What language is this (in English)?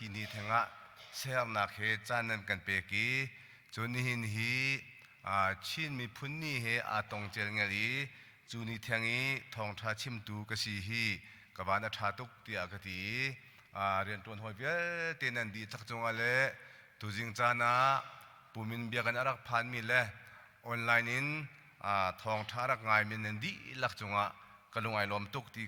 Hakha Chin